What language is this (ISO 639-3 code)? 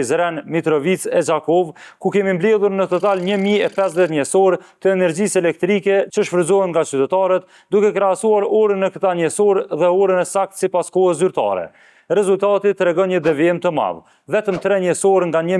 sqi